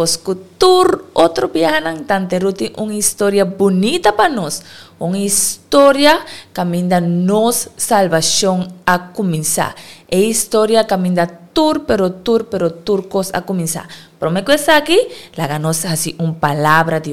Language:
Papiamento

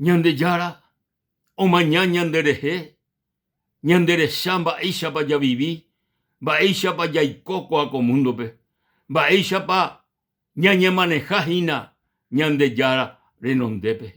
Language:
Guarani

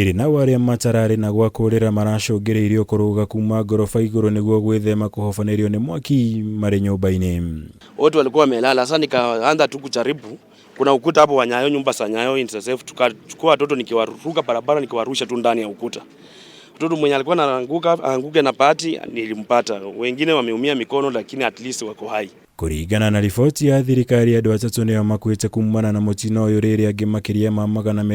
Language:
Kikuyu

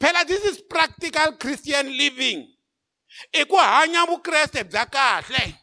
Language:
Tsonga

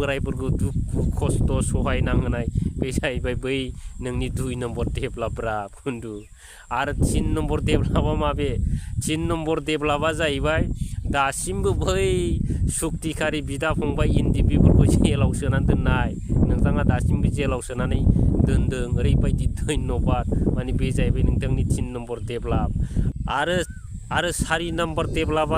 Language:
Bodo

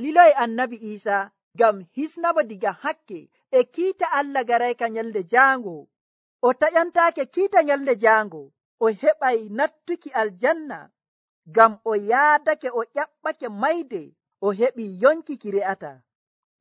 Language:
Nigerian Fulfulde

